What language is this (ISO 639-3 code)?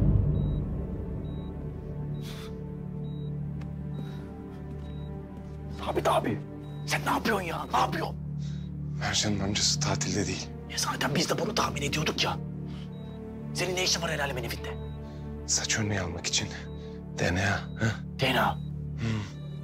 tur